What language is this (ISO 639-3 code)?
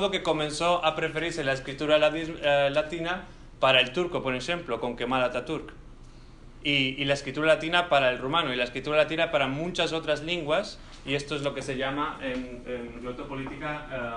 lad